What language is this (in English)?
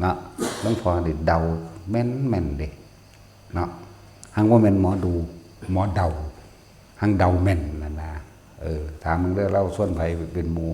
Northeastern Thai